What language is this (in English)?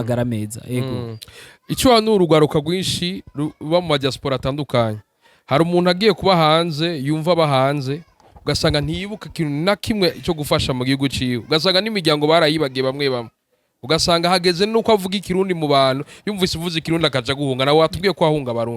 Rundi